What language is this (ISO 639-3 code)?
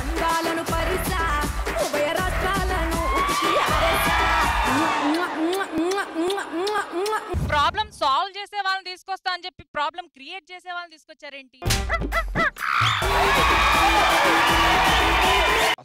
tel